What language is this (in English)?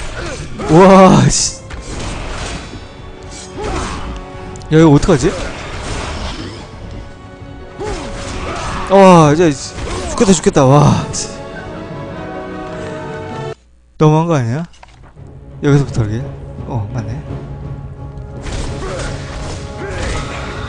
Korean